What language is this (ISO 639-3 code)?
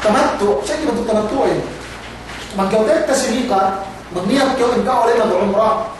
yka